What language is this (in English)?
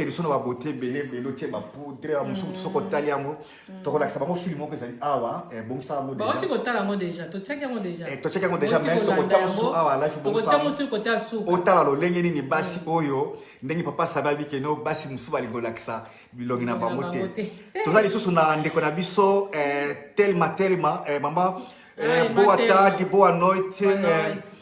Lingala